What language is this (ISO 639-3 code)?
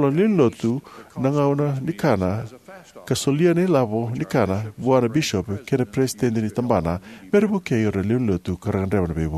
fij